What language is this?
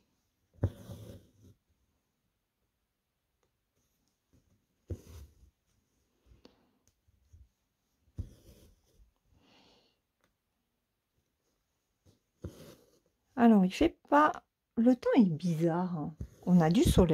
French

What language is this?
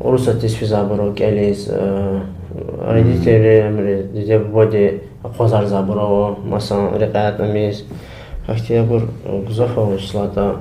Lezghian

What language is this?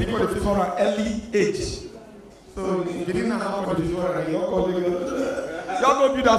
Nigerian Pidgin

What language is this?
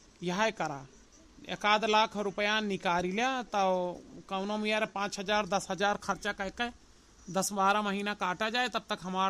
Awadhi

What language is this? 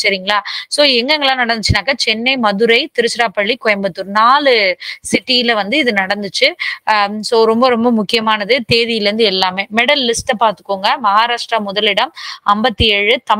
Tamil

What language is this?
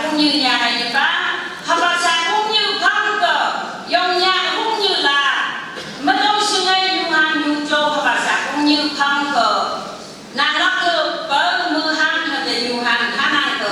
Phom Naga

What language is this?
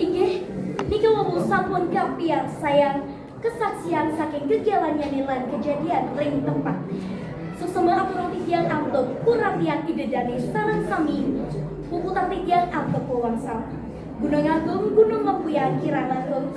Balinese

